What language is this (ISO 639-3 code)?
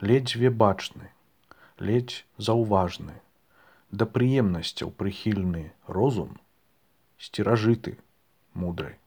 bel